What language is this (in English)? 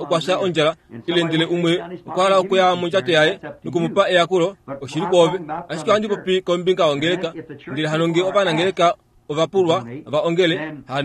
Kuanyama